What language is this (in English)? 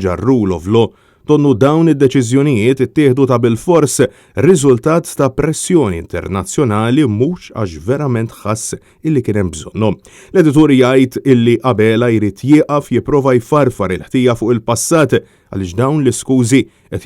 Maltese